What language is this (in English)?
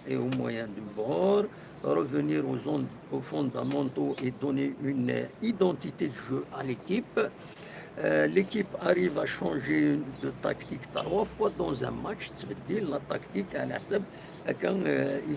Kabyle